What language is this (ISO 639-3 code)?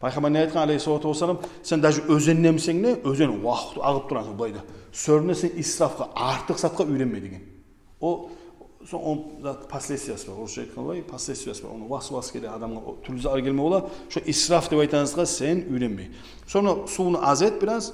kum